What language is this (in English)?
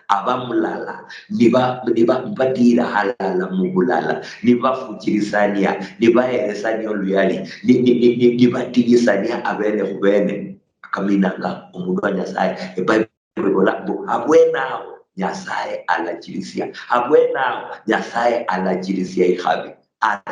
Luyia